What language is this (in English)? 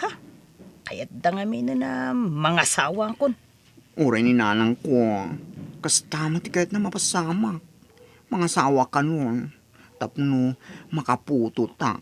Iloko